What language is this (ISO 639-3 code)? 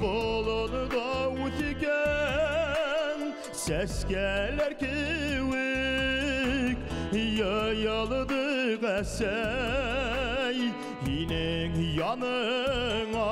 bak